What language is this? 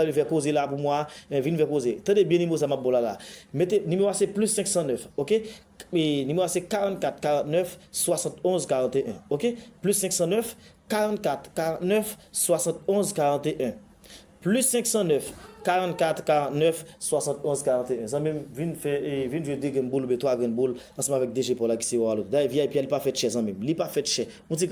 Haitian Creole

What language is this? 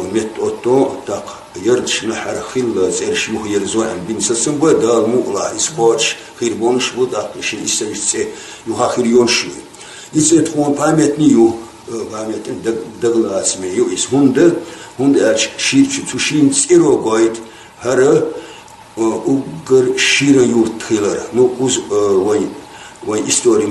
Chechen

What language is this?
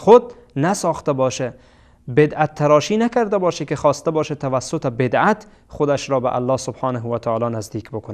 Persian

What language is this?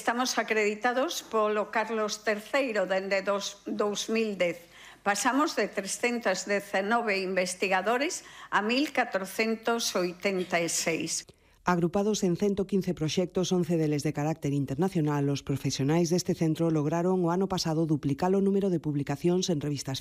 Galician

